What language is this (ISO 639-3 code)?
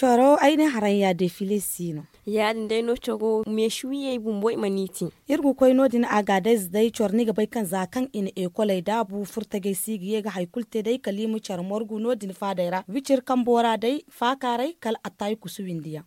dje